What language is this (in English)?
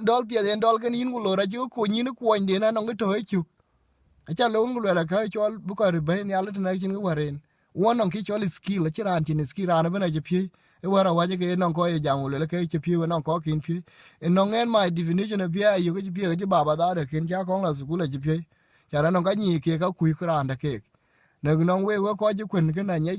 Dinka